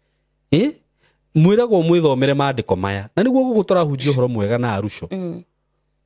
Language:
Kikuyu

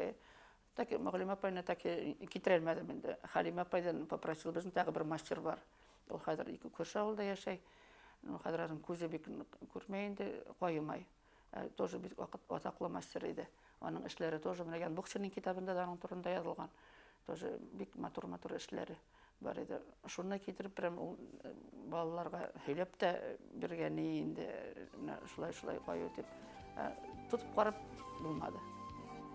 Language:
Bashkir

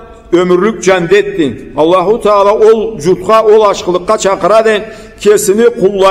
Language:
Karachay-Balkar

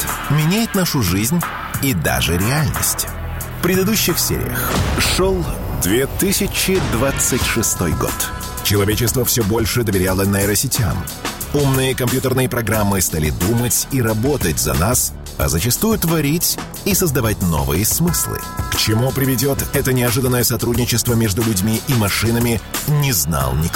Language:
Russian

